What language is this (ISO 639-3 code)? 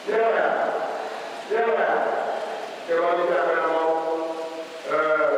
ewe